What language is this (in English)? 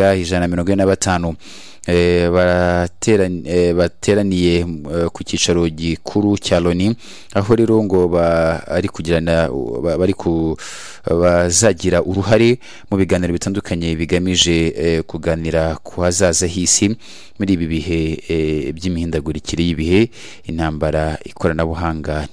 Kinyarwanda